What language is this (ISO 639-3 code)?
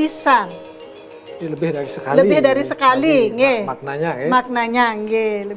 ban